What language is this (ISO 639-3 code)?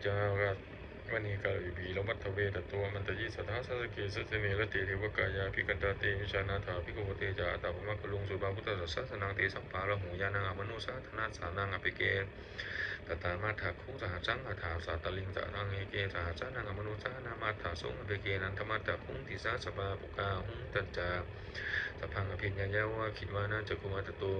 pli